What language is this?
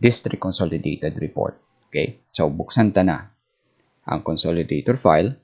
Bikol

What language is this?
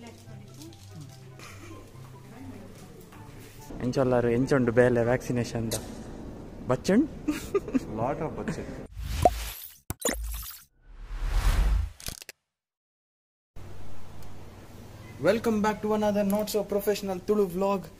Tulu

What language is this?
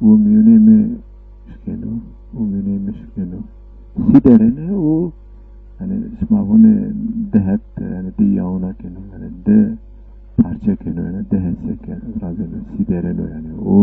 Zaza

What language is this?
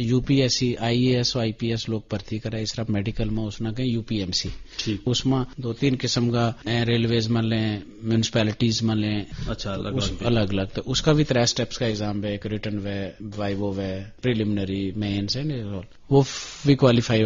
Gujari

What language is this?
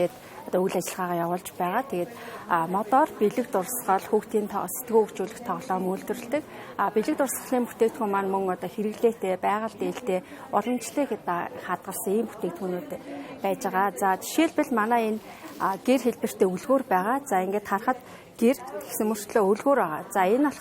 Mongolian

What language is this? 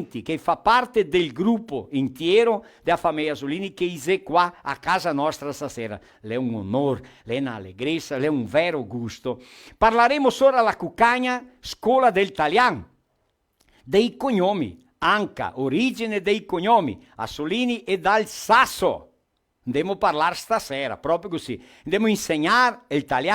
Venetian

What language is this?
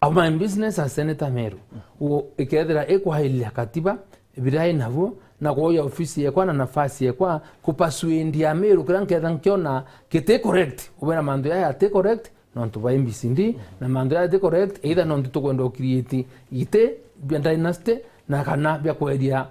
Meru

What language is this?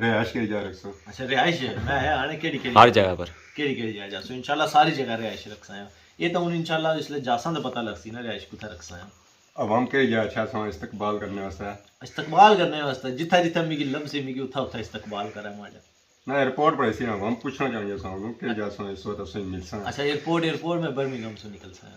Pahari-Potwari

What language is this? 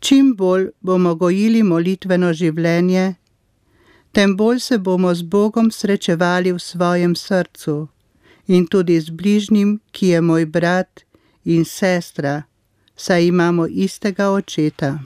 Slovenian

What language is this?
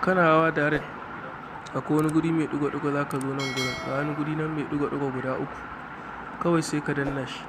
Hausa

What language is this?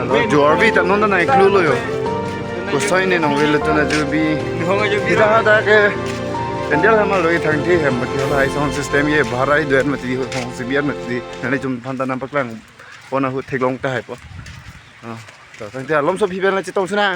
Karbi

